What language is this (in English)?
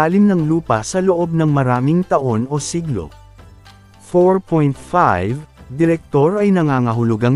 Filipino